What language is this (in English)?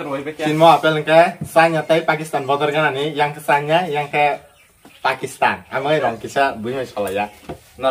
Kok Borok